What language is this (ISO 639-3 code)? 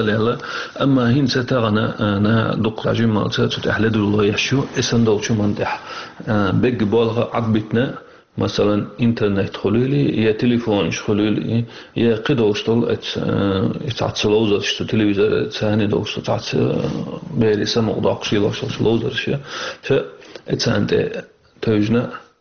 che